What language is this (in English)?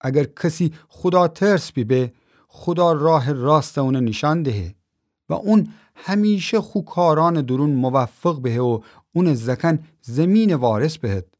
Gilaki